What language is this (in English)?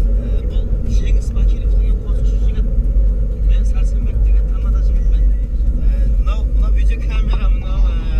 Kara-Kalpak